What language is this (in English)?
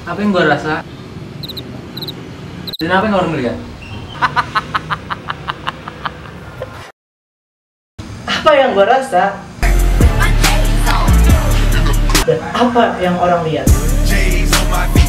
Indonesian